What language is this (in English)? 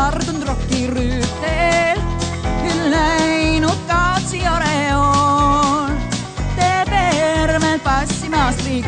Estonian